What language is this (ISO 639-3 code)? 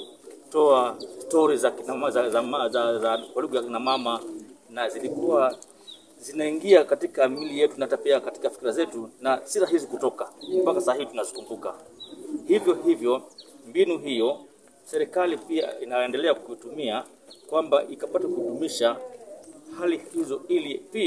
swa